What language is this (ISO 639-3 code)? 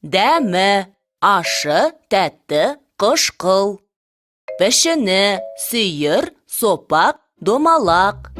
kaz